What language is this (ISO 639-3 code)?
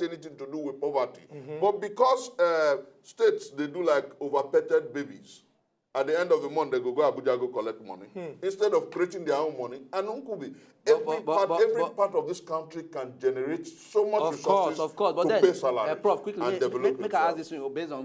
pcm